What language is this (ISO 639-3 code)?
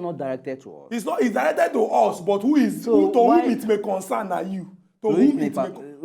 pcm